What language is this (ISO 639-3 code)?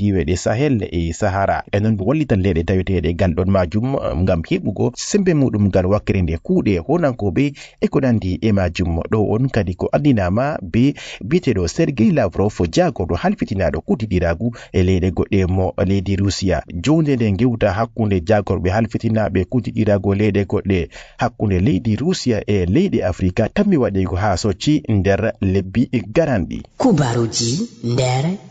ful